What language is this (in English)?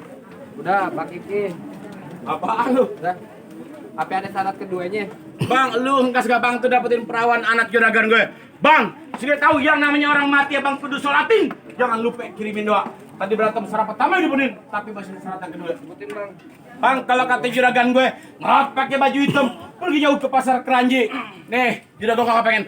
Betawi